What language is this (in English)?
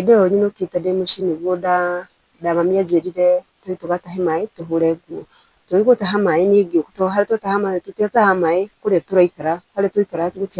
Kikuyu